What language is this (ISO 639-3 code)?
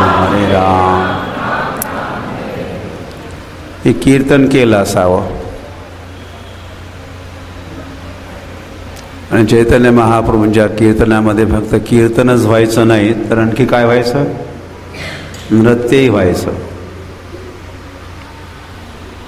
mar